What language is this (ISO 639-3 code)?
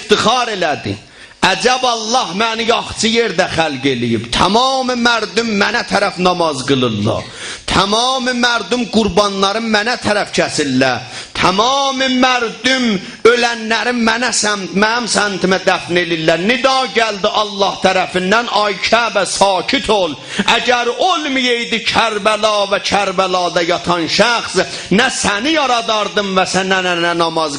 azb